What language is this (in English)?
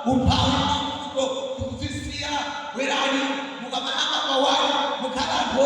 Nyanja